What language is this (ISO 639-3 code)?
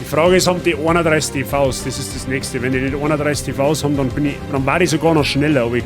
bar